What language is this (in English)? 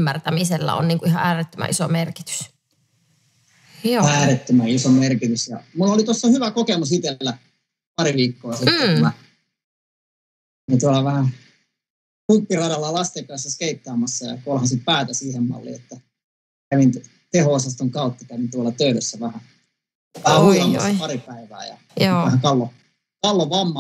Finnish